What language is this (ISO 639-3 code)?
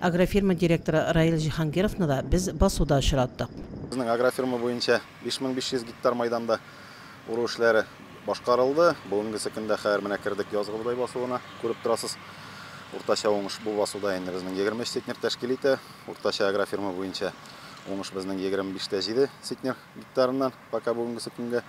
tat